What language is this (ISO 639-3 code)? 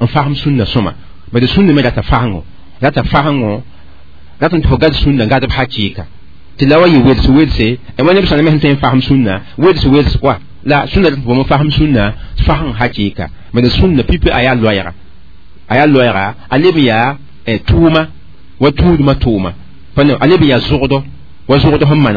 mos